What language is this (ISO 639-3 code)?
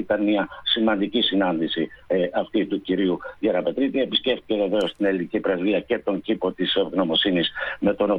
ell